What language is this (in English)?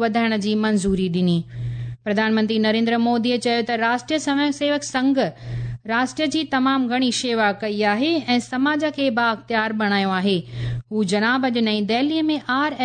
Sindhi